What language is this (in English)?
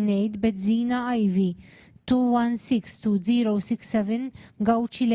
English